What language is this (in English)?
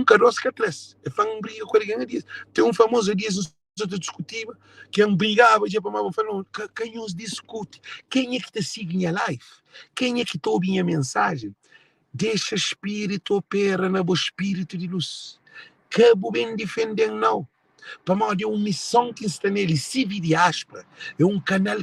Kabuverdianu